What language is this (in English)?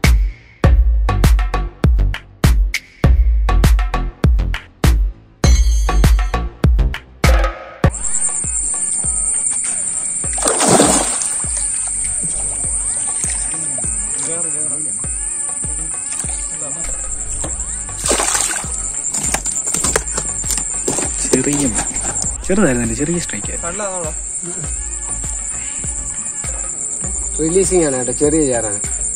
Malayalam